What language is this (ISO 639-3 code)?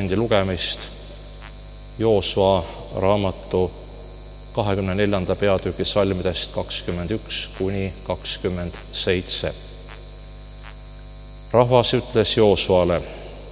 est